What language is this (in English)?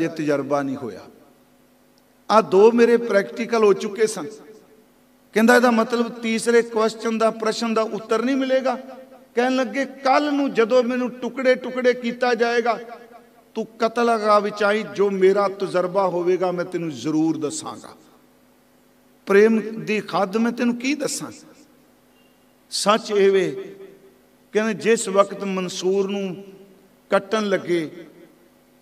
Punjabi